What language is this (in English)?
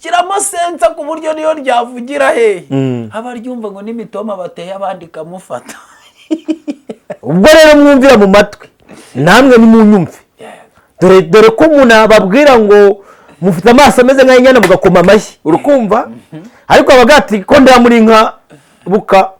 Kinyarwanda